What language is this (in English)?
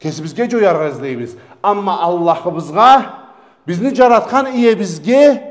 Karachay-Balkar